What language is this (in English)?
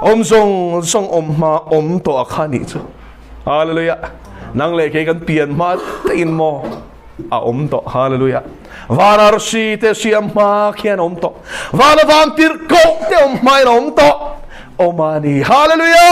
Mizo